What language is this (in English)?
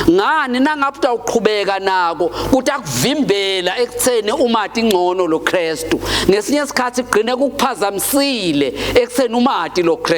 Swati